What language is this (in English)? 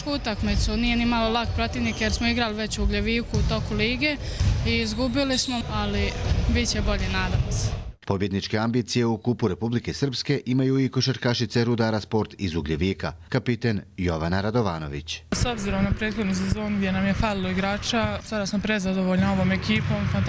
Croatian